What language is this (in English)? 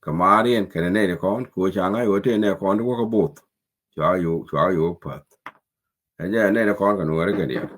Nuer